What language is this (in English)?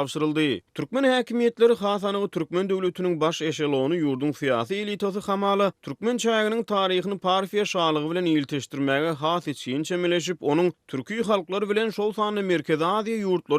Turkmen